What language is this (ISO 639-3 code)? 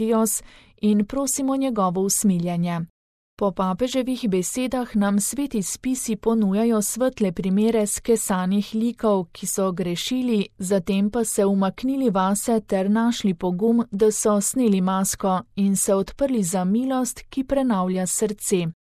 slv